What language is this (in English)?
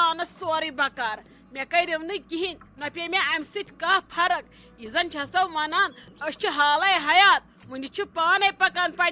Kashmiri